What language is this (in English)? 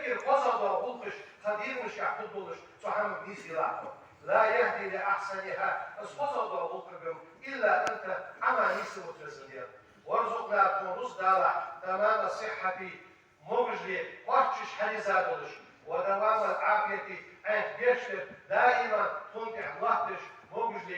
Ingush